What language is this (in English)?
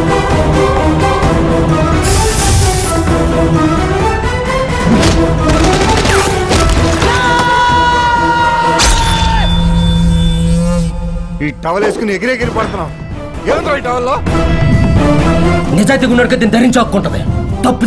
Telugu